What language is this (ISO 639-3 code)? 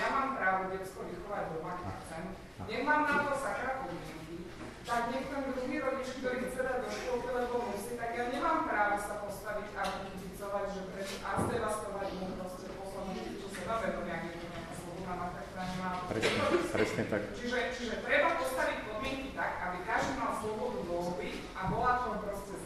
slk